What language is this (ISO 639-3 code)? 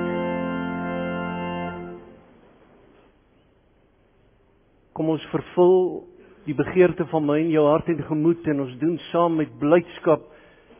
afr